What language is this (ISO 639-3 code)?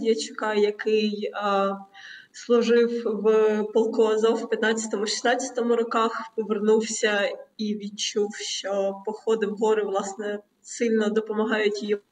ukr